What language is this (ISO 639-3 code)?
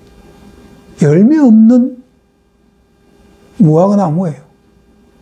kor